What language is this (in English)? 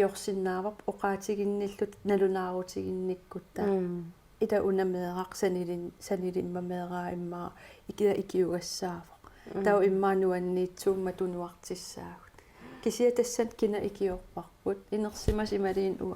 Kalaallisut